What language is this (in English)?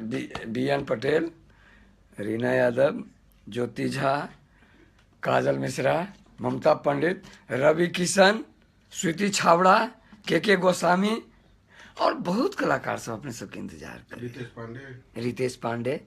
Maithili